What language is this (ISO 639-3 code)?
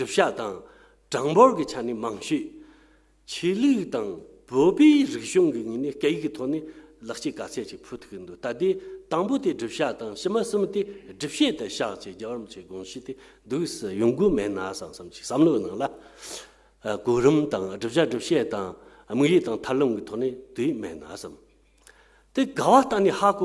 bod